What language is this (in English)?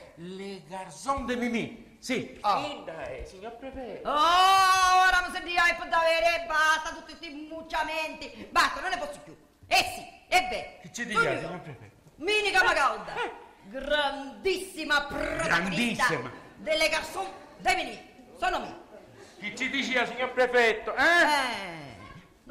Sicilian